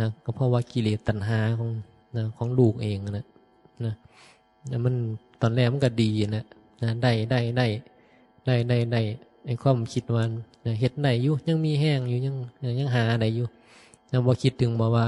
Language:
Northeastern Thai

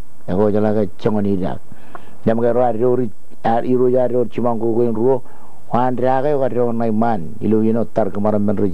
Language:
Marshallese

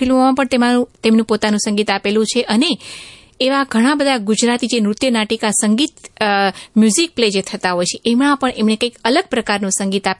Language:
Gujarati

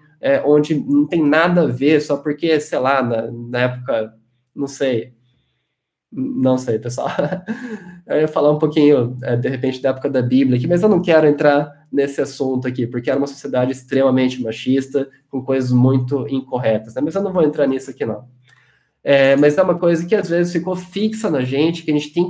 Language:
Portuguese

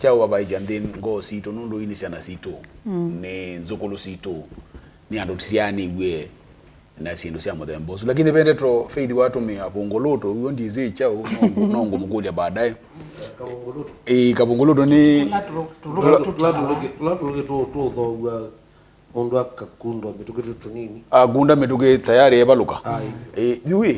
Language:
Kamba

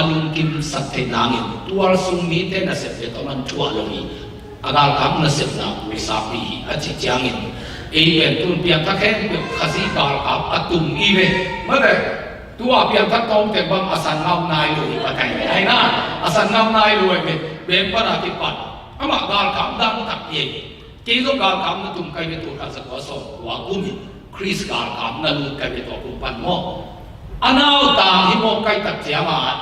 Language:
Tedim Chin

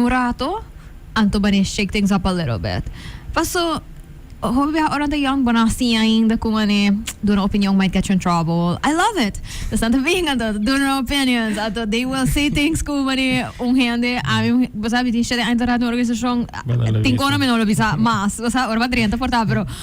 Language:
Papiamento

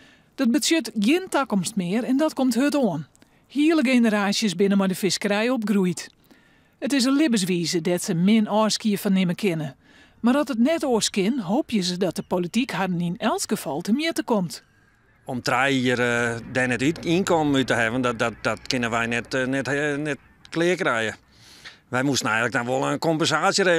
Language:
Western Frisian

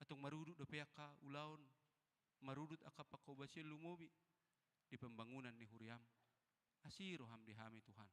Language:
Batak Toba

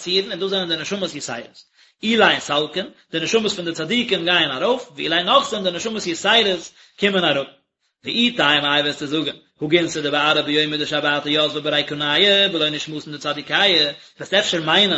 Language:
Yiddish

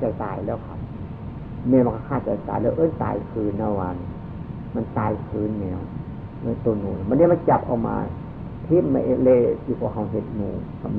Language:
Northeastern Thai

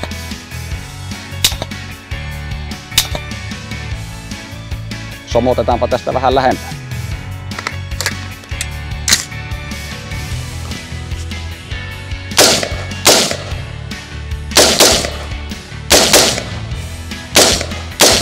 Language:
Finnish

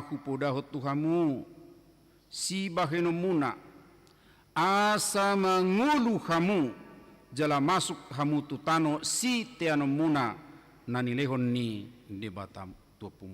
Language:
Batak Toba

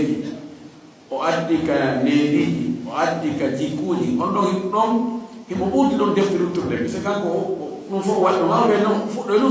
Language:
Fula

